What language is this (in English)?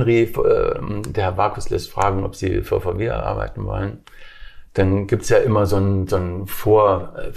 German